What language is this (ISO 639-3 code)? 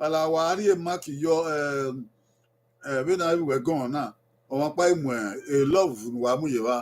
bin